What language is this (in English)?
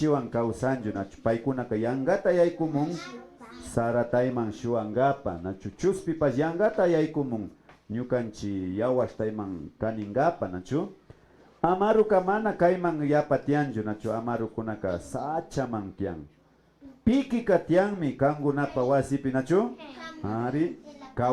Imbabura Highland Quichua